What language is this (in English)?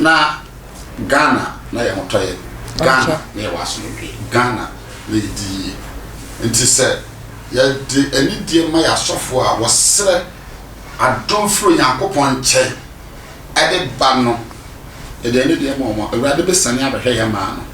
Akan